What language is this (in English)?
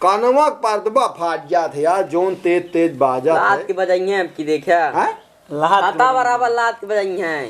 Awadhi